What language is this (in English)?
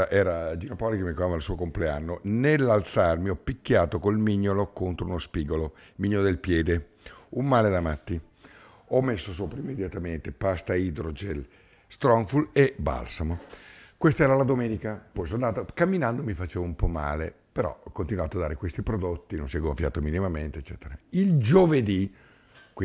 Italian